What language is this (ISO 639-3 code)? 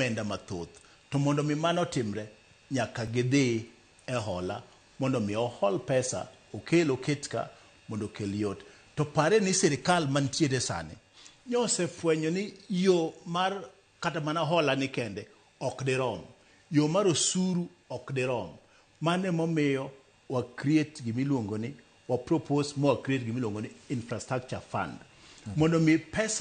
luo